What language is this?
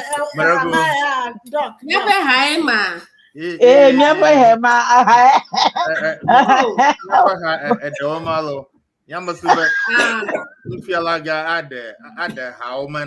Ewe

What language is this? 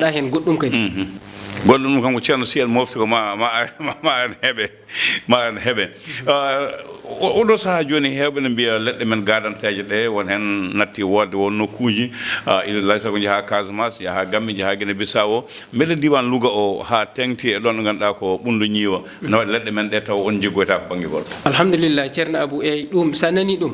Fula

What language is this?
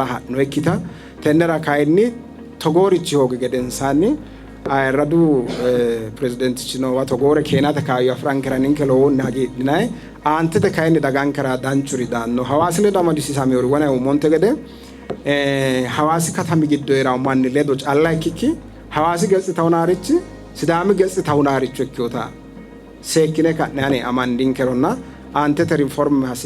Sidamo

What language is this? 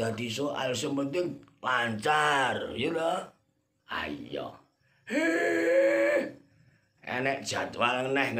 Javanese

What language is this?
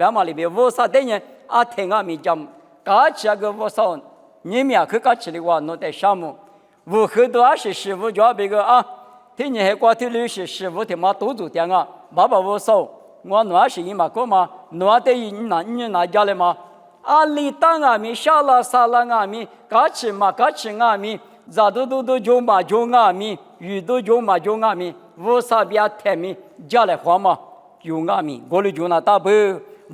Lisu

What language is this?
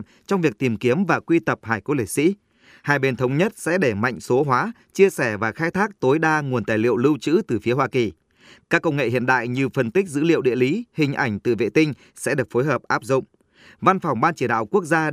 Vietnamese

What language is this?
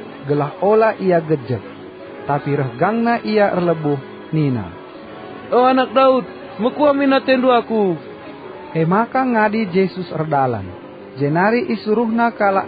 Batak Karo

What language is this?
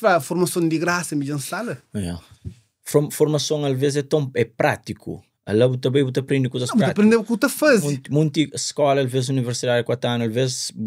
Kabuverdianu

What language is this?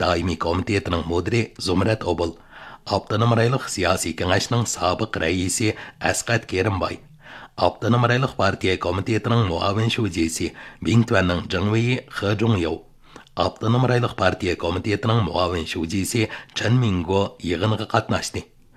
Uyghur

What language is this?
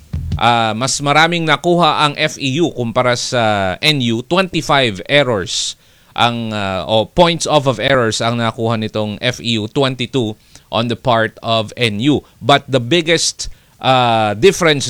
Filipino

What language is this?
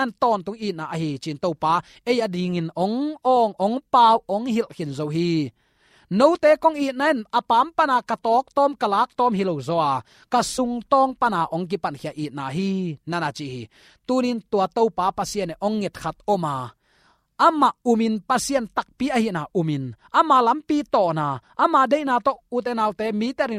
Tedim Chin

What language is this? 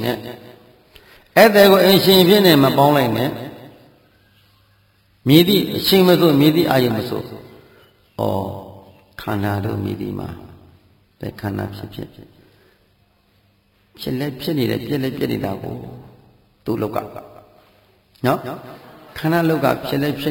Burmese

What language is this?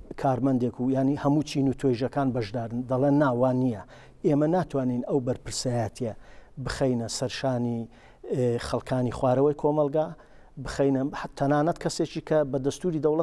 Central Kurdish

